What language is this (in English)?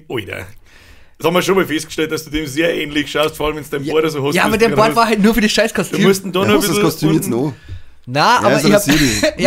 Bavarian